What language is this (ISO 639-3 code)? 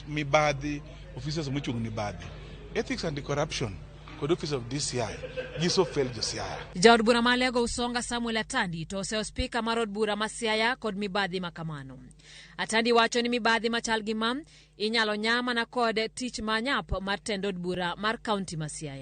luo